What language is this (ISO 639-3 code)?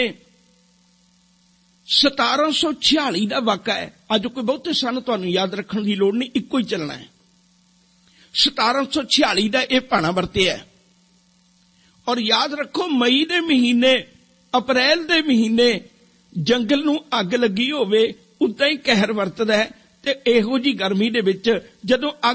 pan